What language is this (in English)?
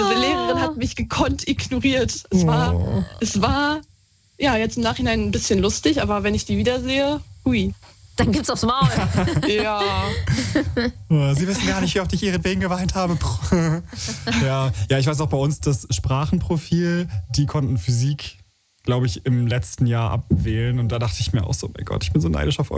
German